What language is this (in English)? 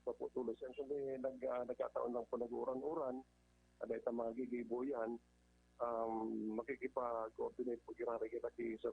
Bikol